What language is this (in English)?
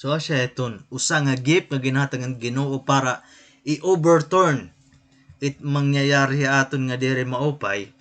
Waray